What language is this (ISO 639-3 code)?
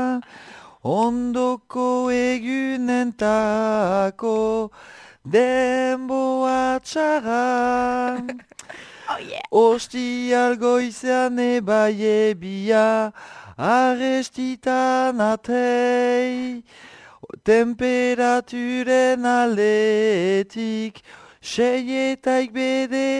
eus